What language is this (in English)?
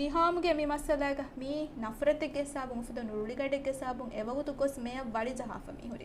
Divehi